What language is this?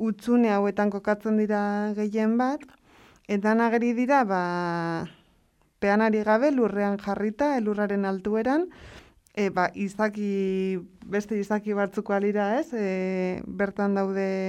Basque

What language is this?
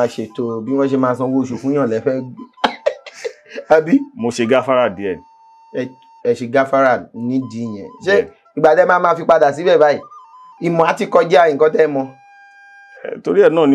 Yoruba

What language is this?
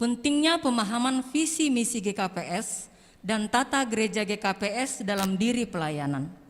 Batak Simalungun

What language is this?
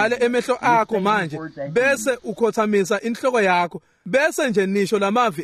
Swati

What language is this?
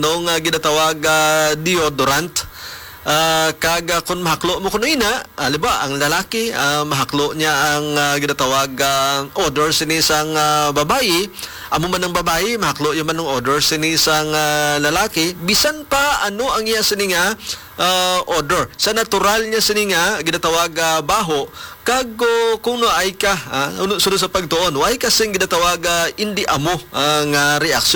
Hiligaynon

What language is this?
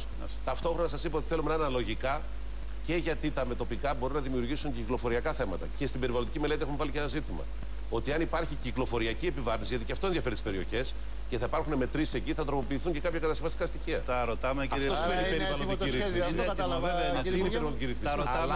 Greek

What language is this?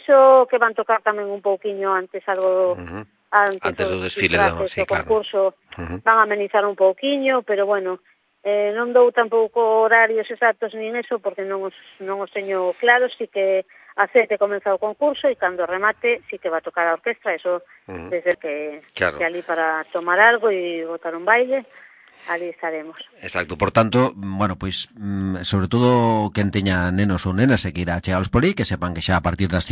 Galician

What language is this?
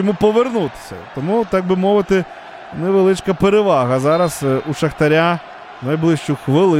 Ukrainian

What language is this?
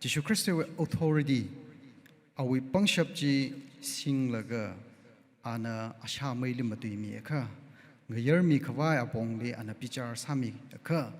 Tangkhul Naga (India)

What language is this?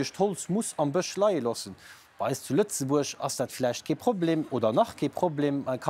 Luxembourgish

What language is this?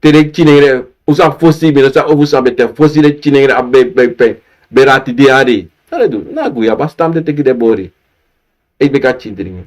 Sranan Tongo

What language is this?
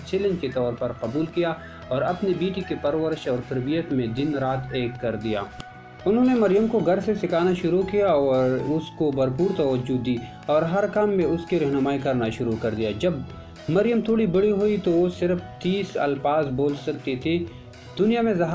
Urdu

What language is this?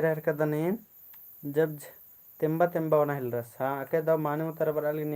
Kurukh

